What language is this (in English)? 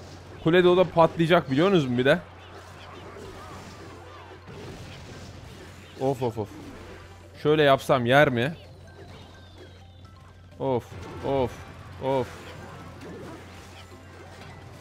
Turkish